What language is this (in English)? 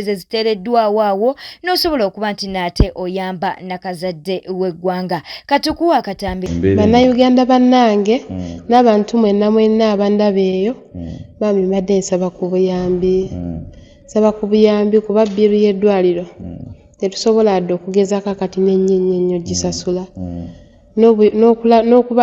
Ganda